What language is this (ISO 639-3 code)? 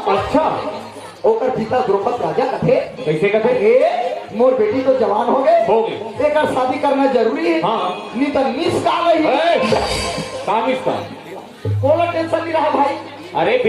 hne